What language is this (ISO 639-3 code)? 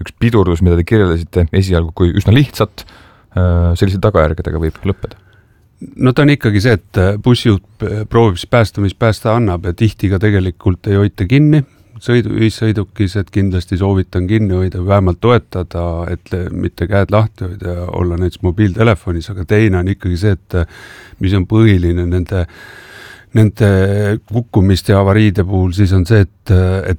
est